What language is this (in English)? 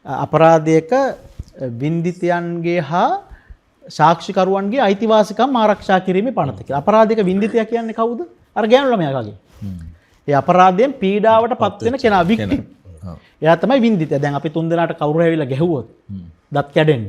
Sinhala